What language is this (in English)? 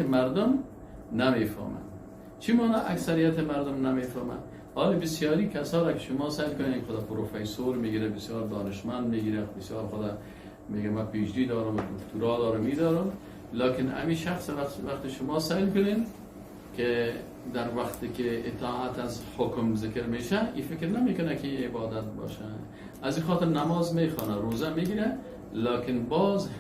Persian